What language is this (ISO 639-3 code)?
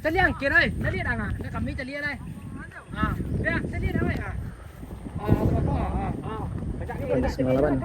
min